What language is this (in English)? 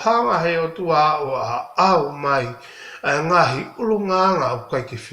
Tongan